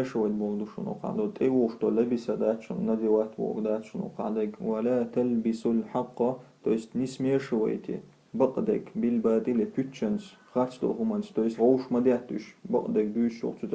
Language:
Chechen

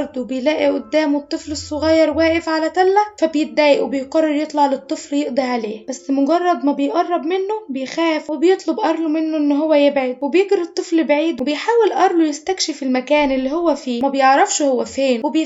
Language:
Egyptian Arabic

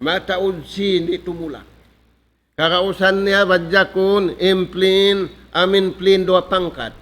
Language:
Tausug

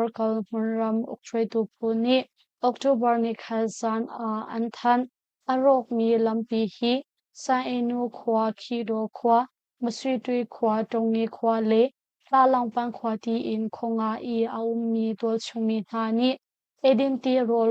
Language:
Hakha Chin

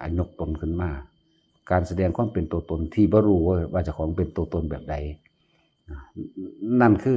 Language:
Lao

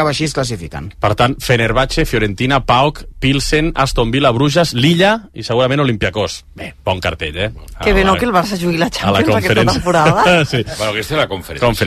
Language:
Catalan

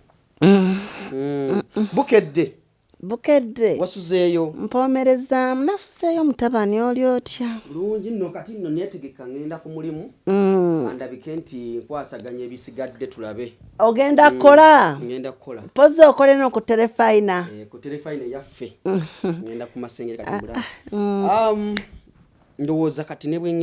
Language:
Ganda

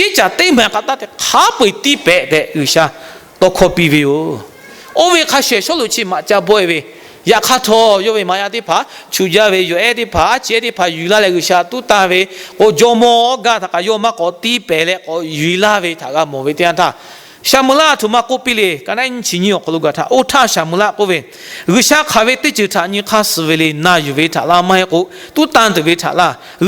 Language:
Lahu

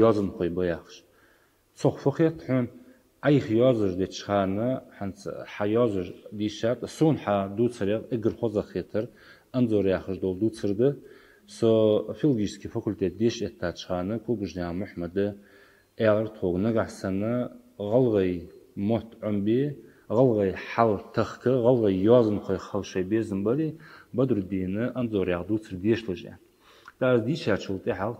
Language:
Ingush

